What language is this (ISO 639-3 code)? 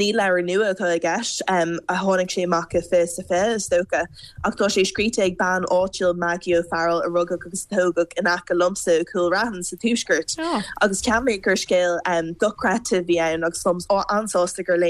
gle